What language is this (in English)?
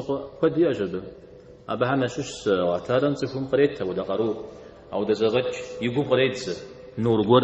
Kabardian